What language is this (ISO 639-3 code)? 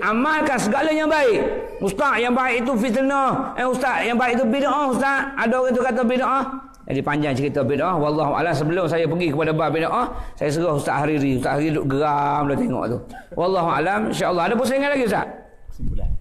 msa